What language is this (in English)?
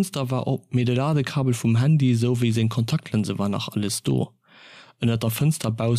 Luxembourgish